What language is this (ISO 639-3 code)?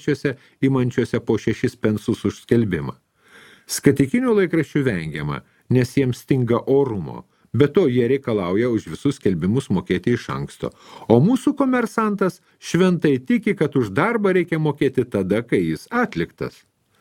lit